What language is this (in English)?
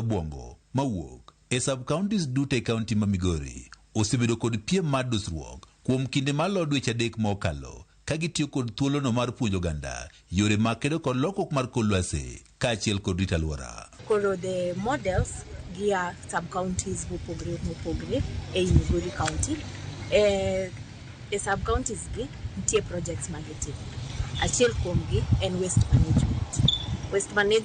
Luo (Kenya and Tanzania)